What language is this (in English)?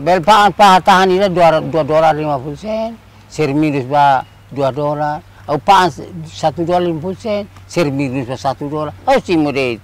Tetum